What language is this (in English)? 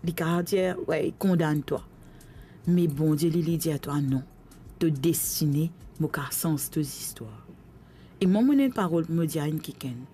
Morisyen